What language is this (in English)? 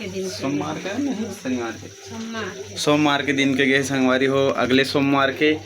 Chhattisgarhi